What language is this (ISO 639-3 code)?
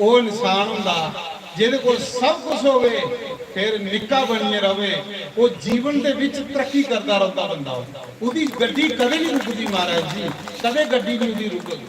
doi